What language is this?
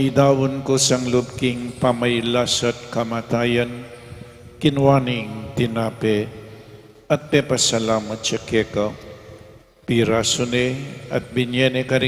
Pampanga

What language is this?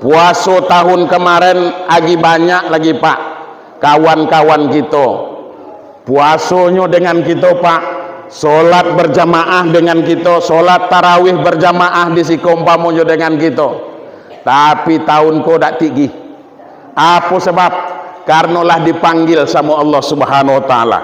Minangkabau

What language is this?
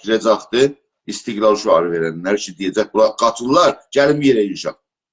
South Azerbaijani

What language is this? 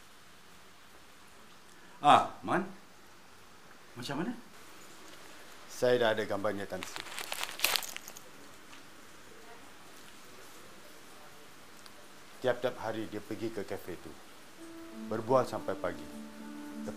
Malay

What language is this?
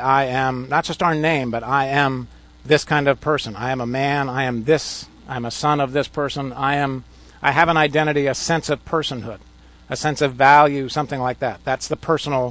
English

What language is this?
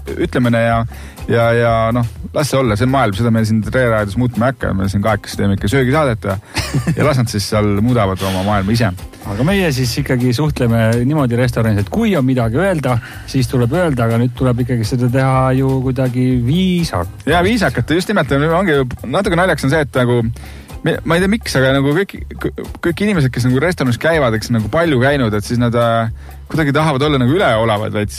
Estonian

